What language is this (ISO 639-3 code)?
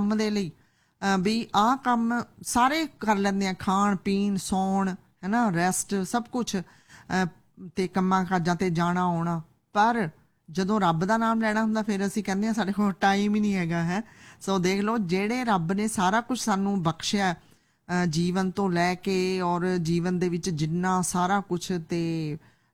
pan